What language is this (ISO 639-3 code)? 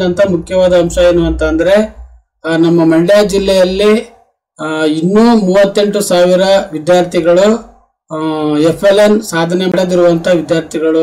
kan